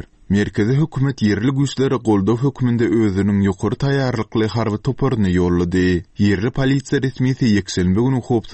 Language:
Turkmen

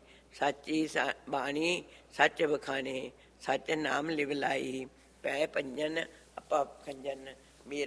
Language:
Punjabi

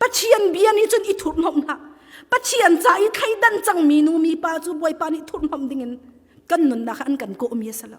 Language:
Hakha Chin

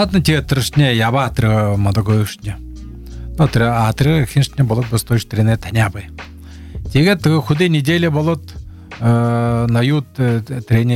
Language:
Buriat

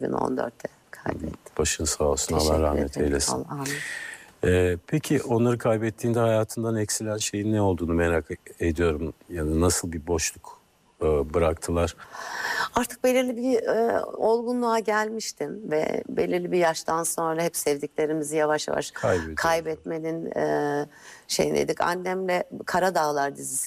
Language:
Turkish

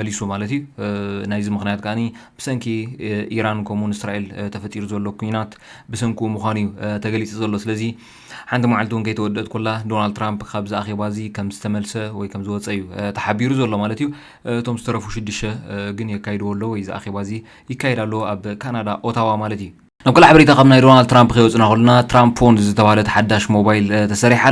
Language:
Tigrinya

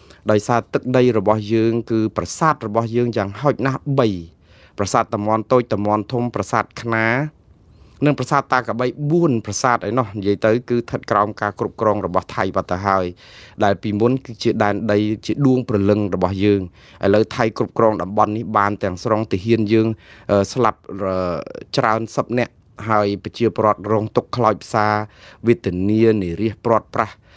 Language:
Khmer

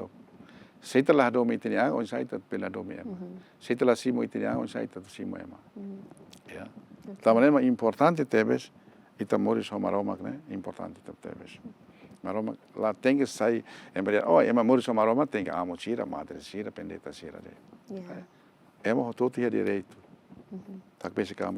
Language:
Tetum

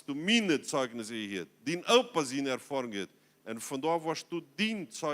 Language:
Plautdietsch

